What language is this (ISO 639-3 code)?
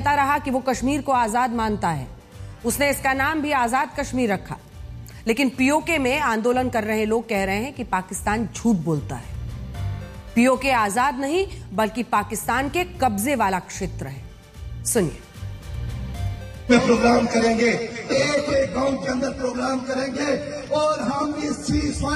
hin